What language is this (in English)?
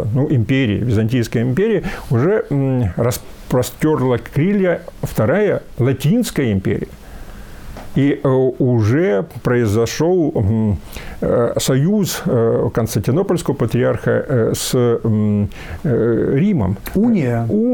Russian